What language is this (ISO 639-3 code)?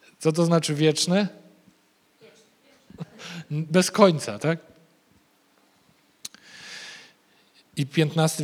pol